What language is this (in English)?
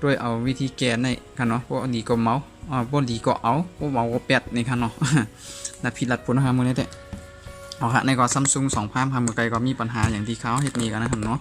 Shan